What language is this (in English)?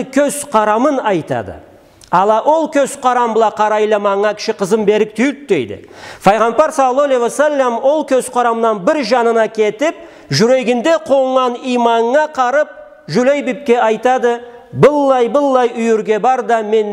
Karachay-Balkar